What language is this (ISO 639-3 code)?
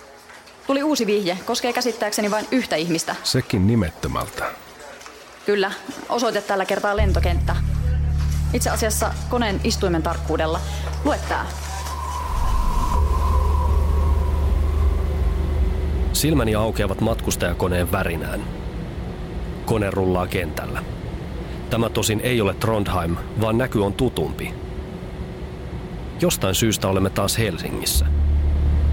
fin